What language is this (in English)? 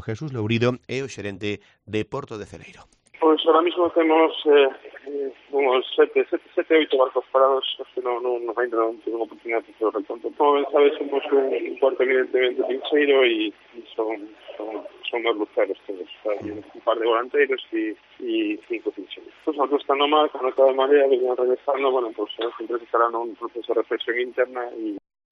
Galician